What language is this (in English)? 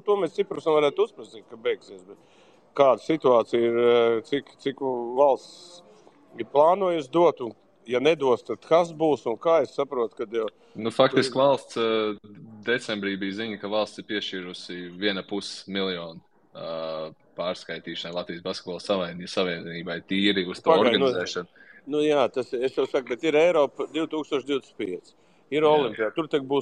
Latvian